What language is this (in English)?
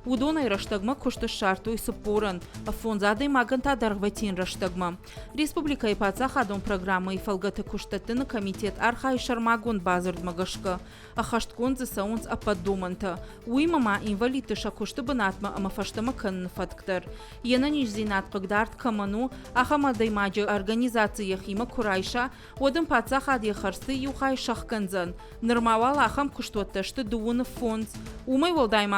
Ossetic